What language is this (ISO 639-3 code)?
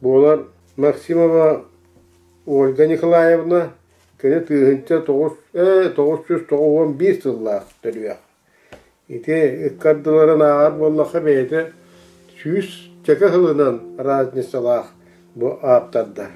sah